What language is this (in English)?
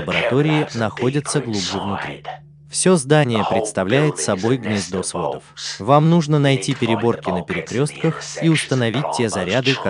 Russian